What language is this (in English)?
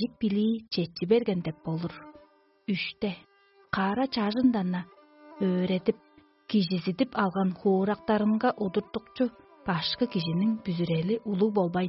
Tuvinian